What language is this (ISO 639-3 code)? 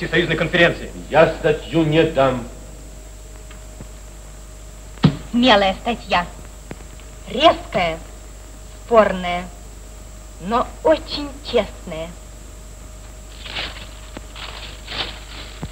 rus